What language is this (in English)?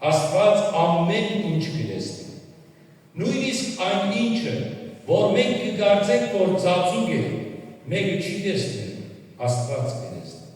Western Armenian